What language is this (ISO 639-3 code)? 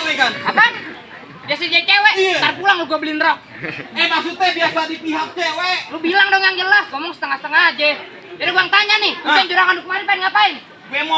bew